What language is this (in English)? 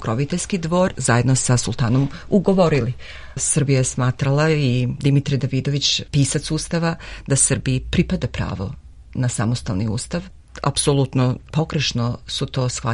Serbian